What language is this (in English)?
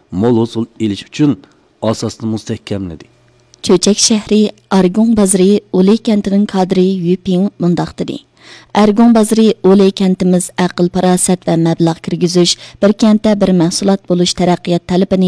Uyghur